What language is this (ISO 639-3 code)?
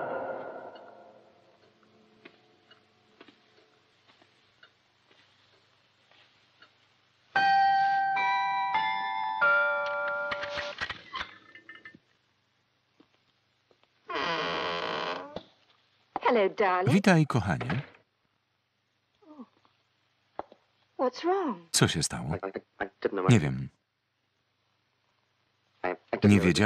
pol